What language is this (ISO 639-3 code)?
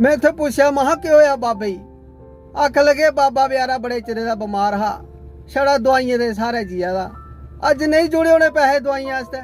doi